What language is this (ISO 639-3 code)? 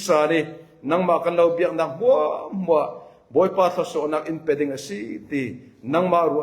cfm